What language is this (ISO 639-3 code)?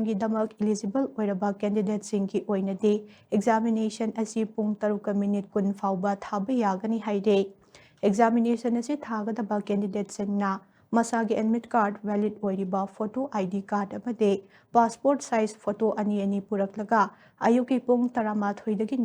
mni